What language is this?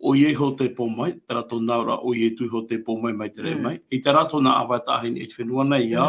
Tahitian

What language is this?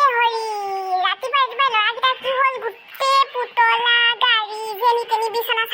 Assamese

